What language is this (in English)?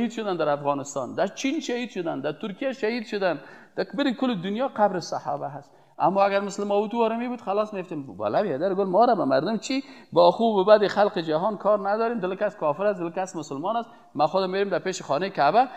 Persian